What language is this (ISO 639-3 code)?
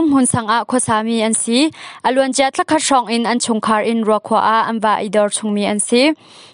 cnh